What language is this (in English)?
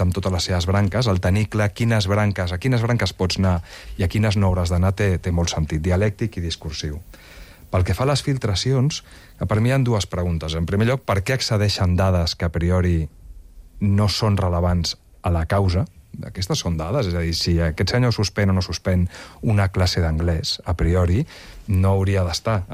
Catalan